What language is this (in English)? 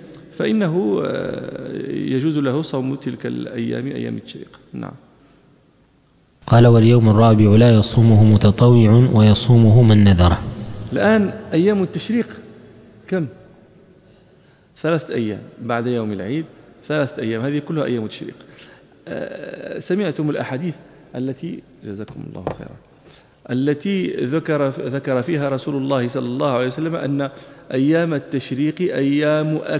Arabic